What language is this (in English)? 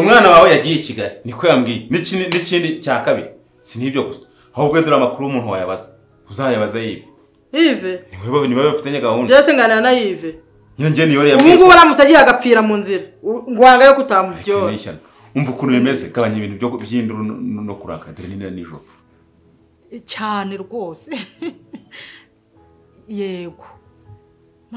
Kinyarwanda